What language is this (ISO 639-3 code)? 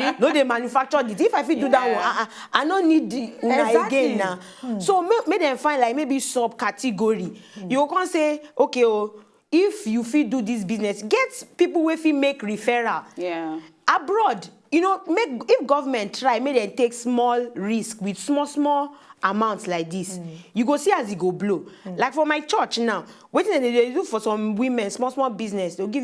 pcm